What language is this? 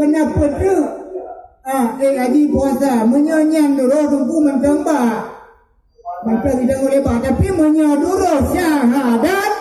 Achinese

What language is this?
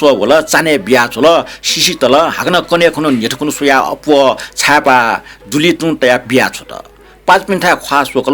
Newari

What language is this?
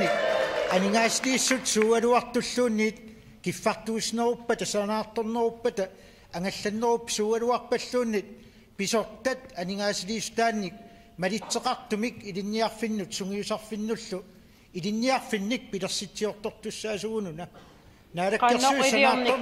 Kalaallisut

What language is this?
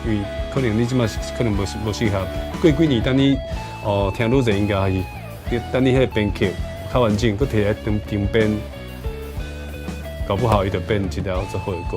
Min Nan Chinese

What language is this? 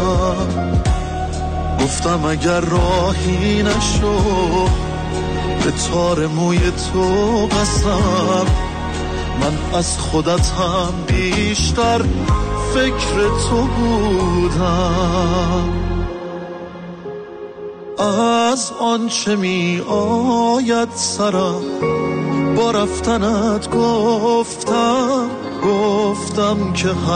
Persian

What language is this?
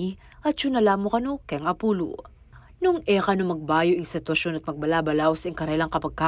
Pampanga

